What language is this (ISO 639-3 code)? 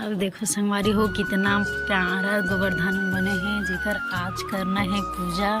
hne